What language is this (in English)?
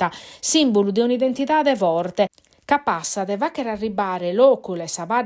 Sardinian